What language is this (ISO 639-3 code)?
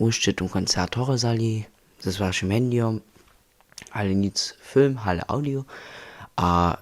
hsb